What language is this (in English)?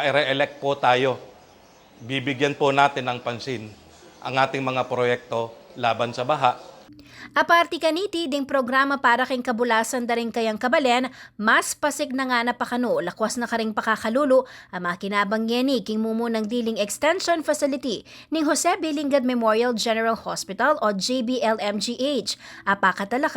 Pampanga